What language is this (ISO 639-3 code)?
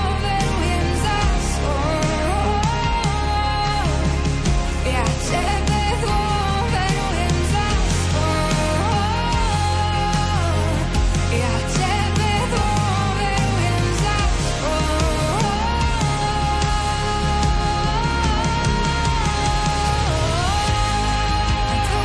slk